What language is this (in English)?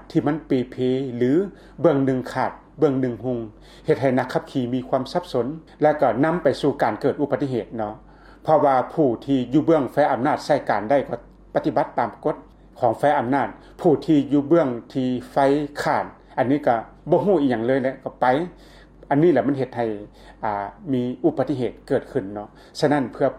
Lao